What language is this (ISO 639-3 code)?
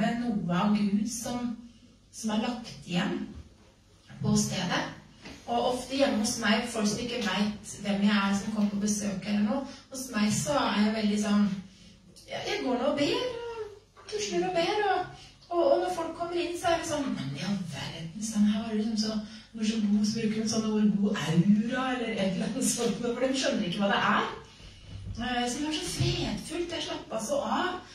nor